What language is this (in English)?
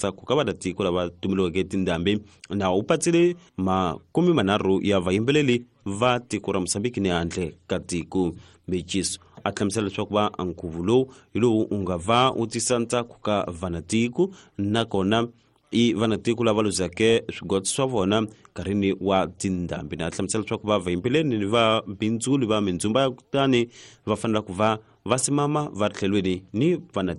Tsonga